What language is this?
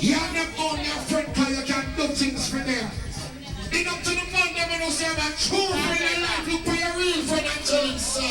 Jamaican Creole English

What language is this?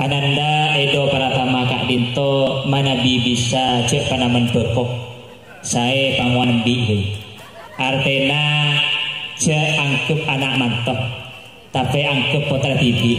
Madurese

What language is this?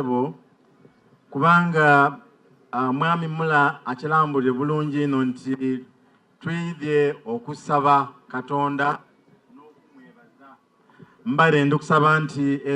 Soga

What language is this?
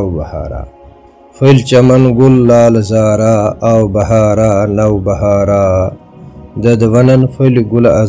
Kashmiri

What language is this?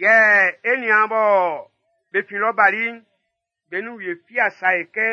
Baoulé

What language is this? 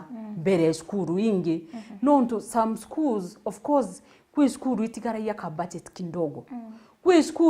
Meru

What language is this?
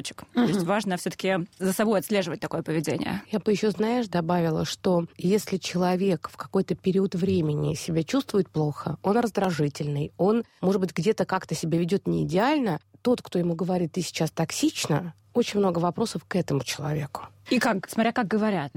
Russian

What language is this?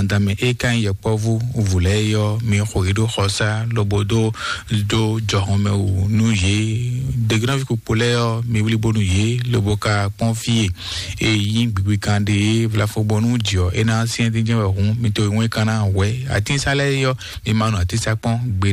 Fon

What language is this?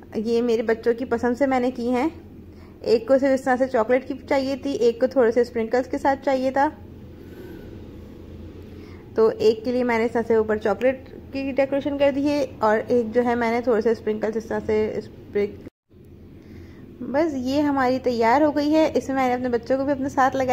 Hindi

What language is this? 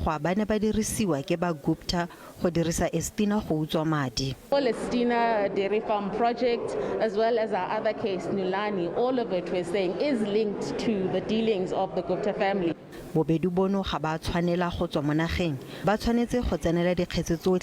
Tswana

